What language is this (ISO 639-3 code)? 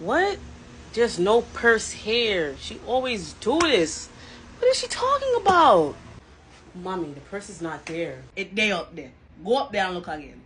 jam